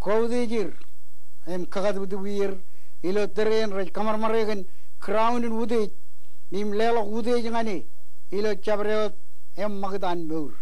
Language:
Marshallese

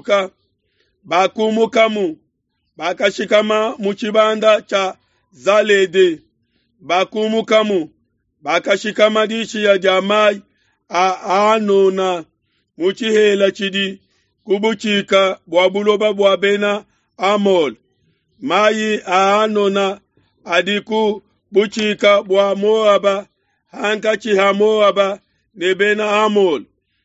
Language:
Luba-Lulua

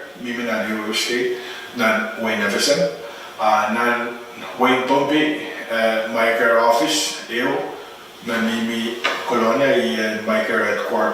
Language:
Pohnpeian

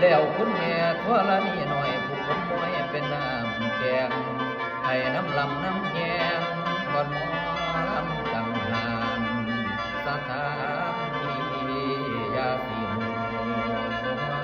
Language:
Northeastern Thai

